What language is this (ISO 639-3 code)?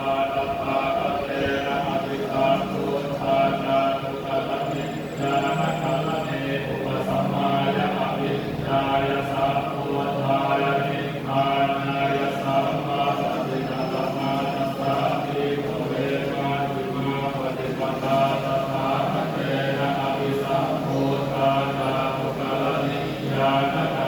pli